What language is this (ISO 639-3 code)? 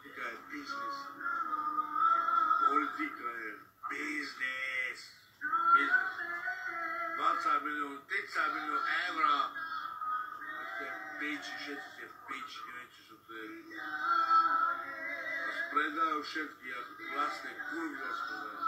slk